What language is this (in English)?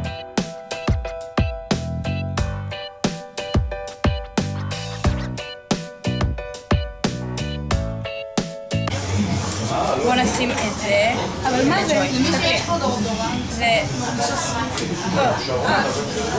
Hebrew